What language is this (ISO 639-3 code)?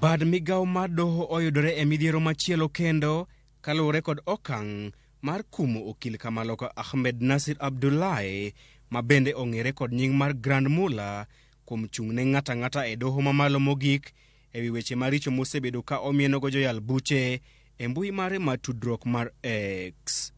luo